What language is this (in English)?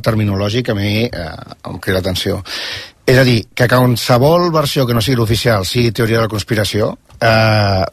Catalan